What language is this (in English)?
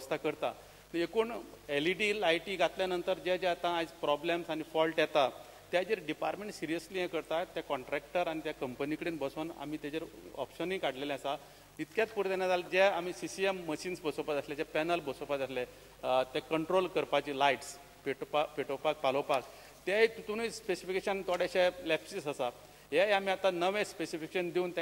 Konkani